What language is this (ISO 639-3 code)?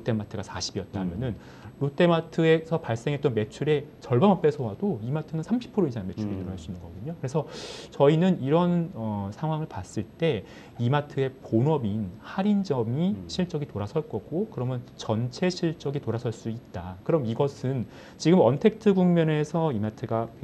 kor